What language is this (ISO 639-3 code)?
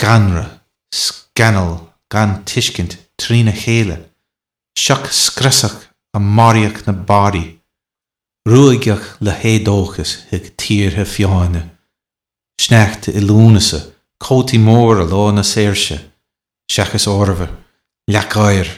gle